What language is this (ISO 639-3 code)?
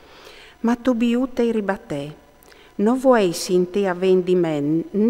fur